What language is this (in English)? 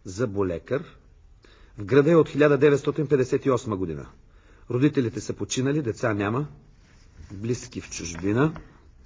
Bulgarian